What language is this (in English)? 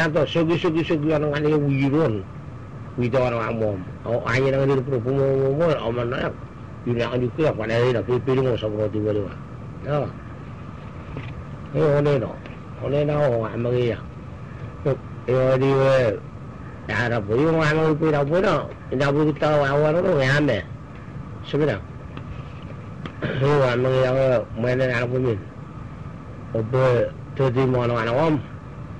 Malay